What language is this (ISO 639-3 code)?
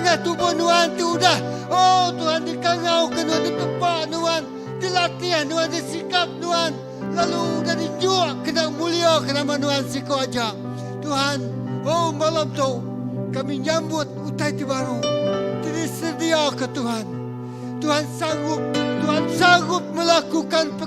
iba